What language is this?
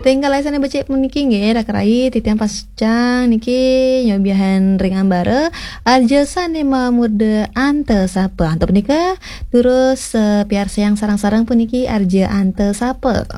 Balinese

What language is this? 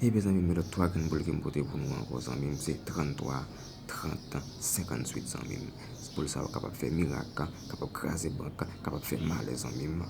Haitian Creole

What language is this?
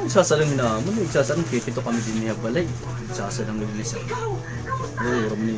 Waray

